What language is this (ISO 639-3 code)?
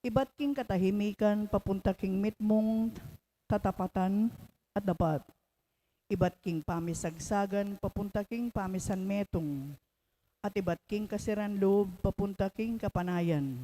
pam